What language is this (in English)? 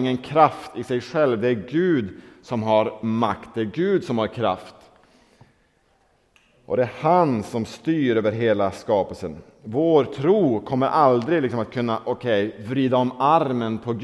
Swedish